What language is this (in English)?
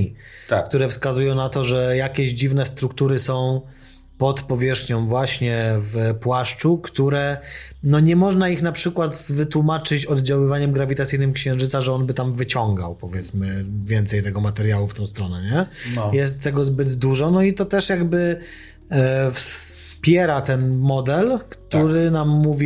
Polish